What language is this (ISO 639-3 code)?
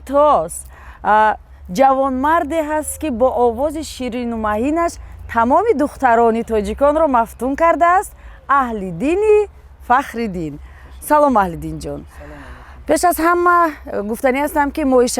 tgk